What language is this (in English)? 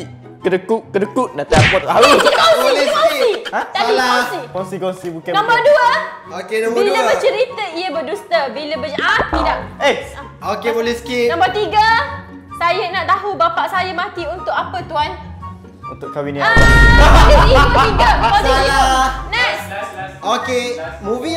Malay